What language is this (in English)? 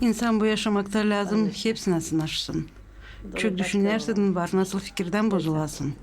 Gagauz